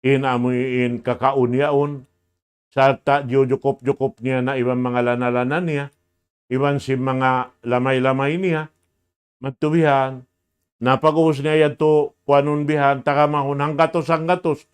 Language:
Tausug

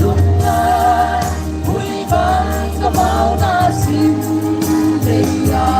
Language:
Paite Chin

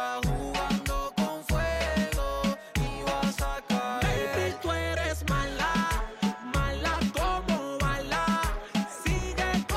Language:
Spanish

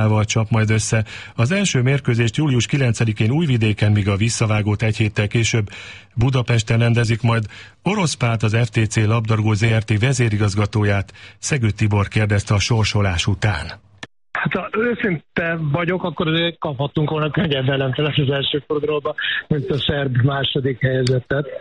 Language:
Hungarian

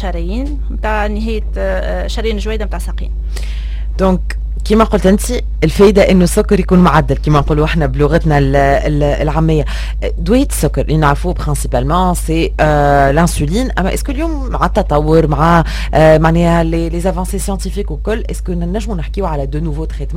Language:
Tunisian Arabic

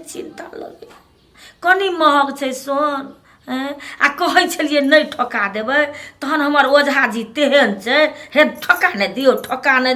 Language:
Maithili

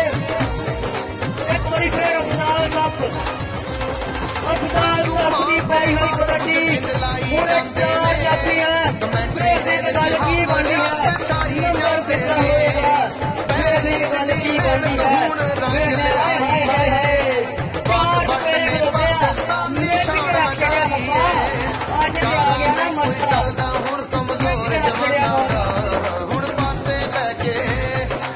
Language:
Punjabi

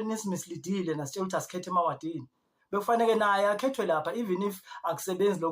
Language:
Zulu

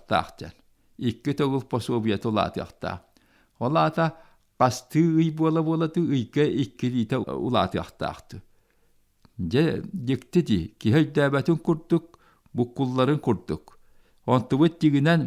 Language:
Yakut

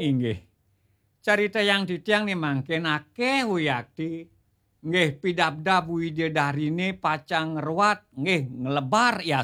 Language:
Balinese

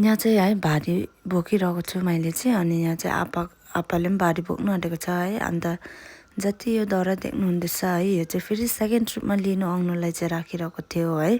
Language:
Nepali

